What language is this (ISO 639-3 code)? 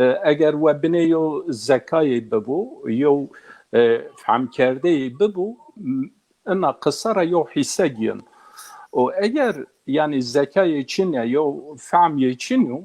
zza